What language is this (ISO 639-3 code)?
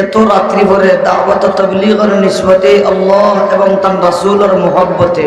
syl